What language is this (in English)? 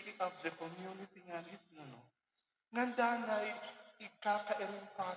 Waray